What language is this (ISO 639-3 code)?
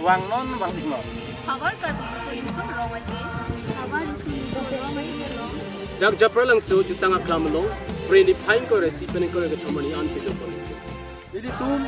mjw